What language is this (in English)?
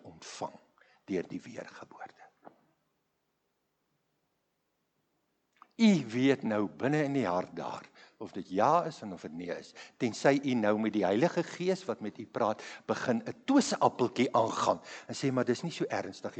Afrikaans